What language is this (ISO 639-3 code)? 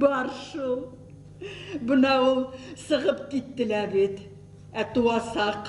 bak